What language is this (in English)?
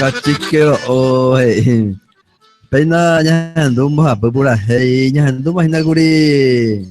Guarani